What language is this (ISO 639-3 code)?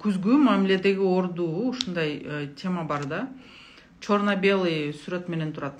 kir